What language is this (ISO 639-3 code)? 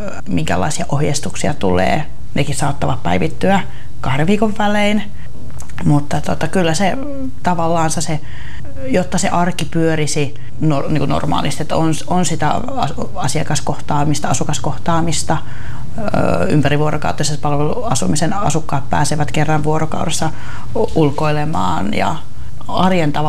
fin